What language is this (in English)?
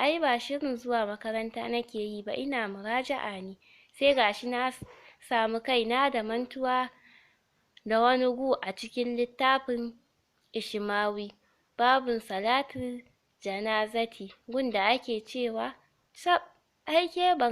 Hausa